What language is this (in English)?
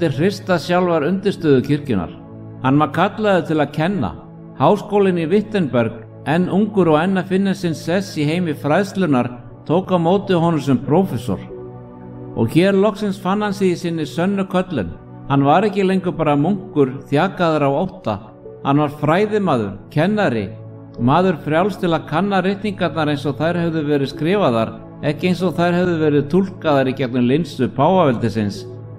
Icelandic